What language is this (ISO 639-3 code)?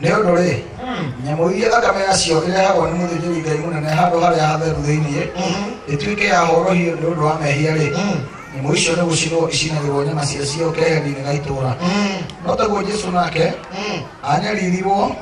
kik